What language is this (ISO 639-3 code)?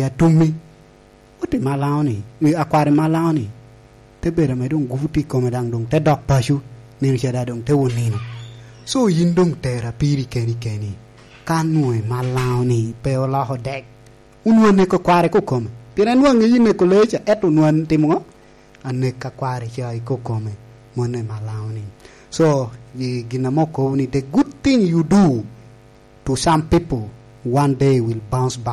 laj